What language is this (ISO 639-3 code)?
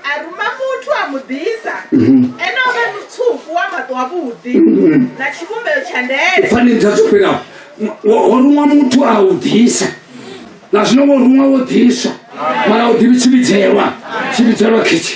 ven